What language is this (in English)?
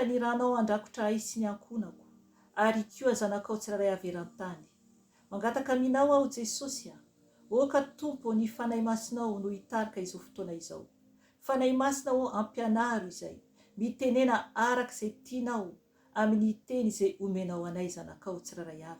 Malagasy